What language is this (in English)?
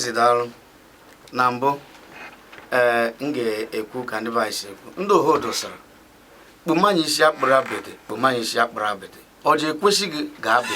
Igbo